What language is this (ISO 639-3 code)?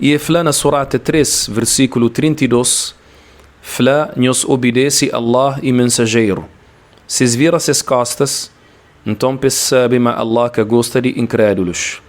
kea